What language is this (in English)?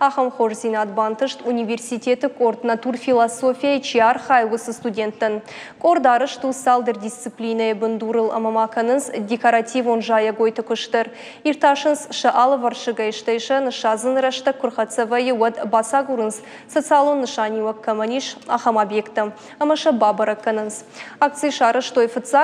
Ossetic